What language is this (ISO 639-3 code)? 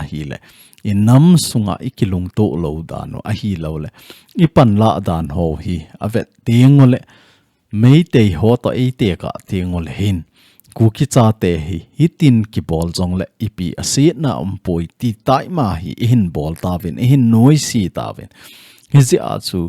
tcz